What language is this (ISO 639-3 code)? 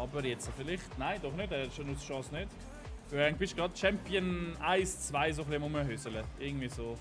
gsw